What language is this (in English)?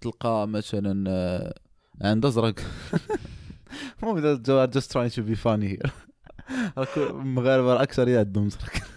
Moroccan Arabic